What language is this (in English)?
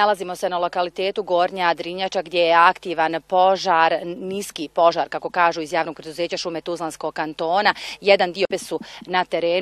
Bosnian